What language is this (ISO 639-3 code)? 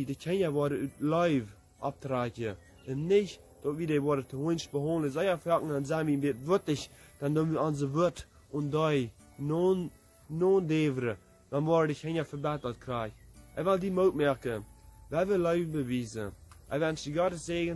pdt